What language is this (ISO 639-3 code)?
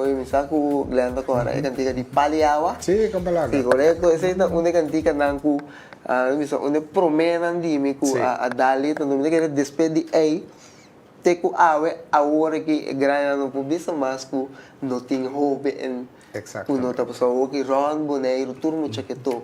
pap